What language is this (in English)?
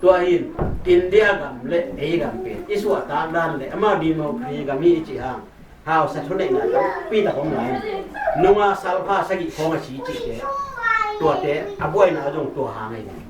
Tedim Chin